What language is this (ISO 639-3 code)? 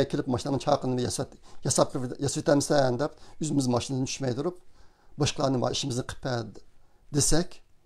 uig